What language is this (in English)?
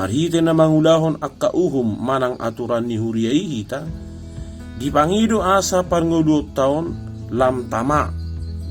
Batak Toba